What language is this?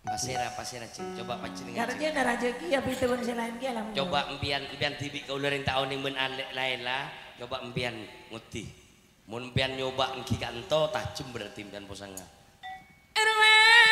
Madurese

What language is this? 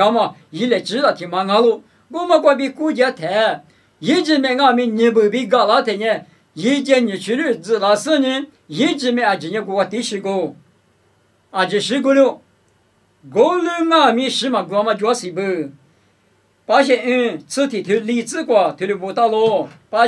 Lisu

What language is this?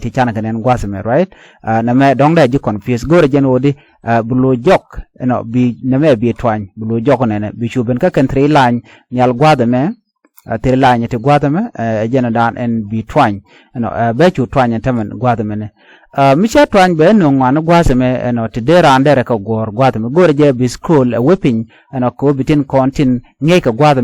Nuer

